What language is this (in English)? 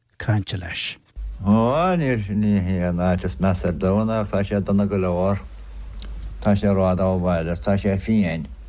Irish